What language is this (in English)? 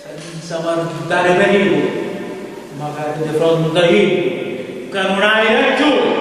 Sicilian